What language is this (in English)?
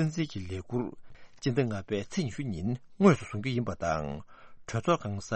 Tibetan